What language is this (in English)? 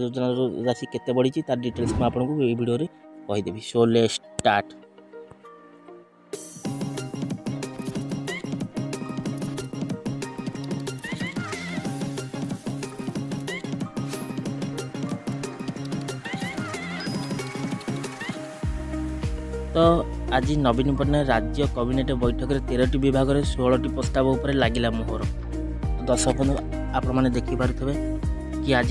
Odia